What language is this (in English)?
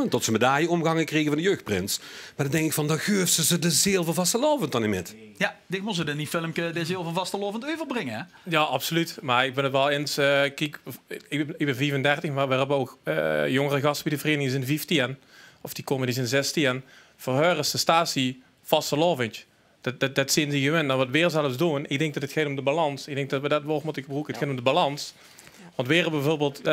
Limburgish